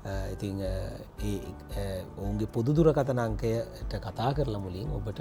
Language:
Sinhala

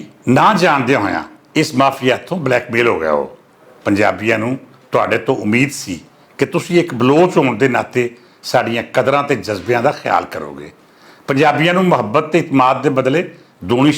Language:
Western Panjabi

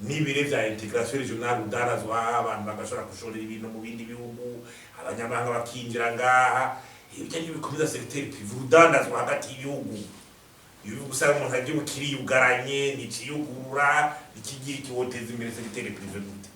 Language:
Rundi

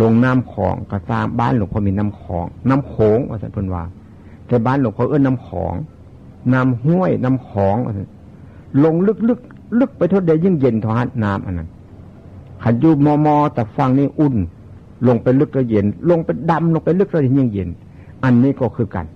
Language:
Northeastern Thai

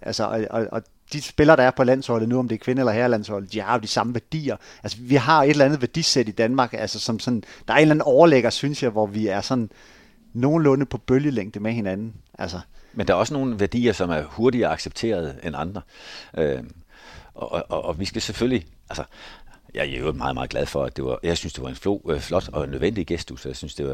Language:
Danish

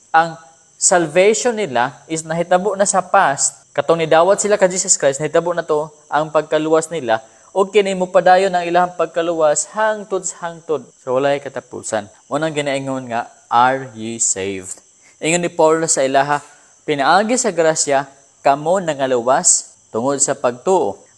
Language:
Cebuano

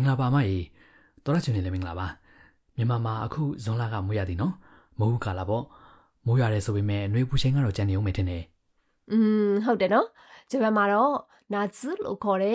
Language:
Burmese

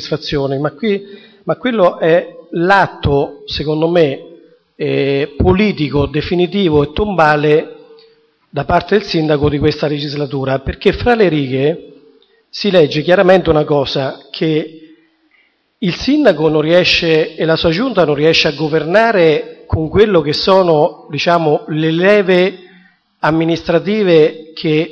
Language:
Italian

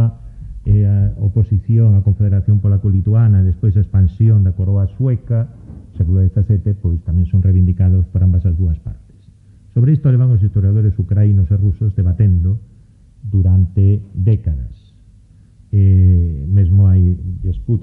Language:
Galician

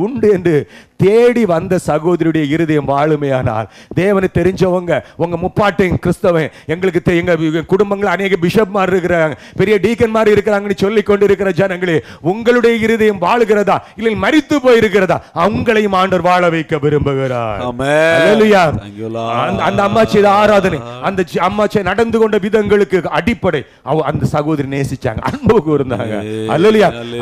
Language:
Tamil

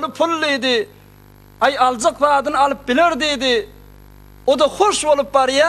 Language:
Turkmen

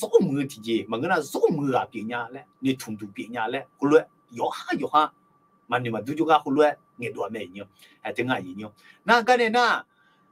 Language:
Akha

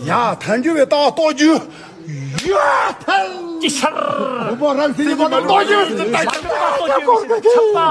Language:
Tibetan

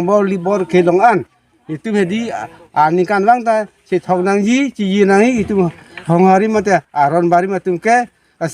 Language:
Karbi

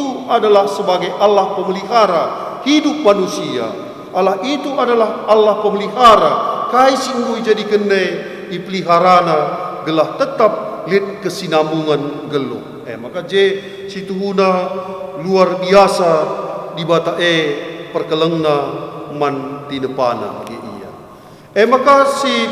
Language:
Batak Karo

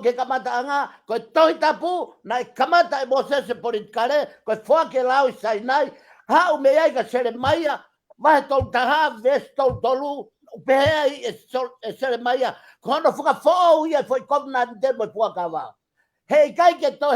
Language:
Tongan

